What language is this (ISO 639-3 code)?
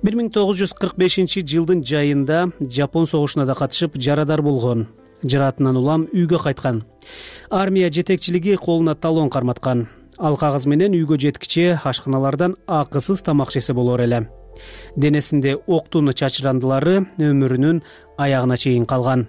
kir